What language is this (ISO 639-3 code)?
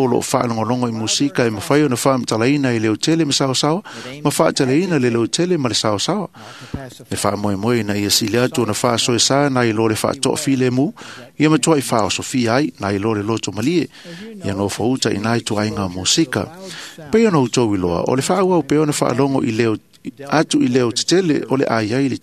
smo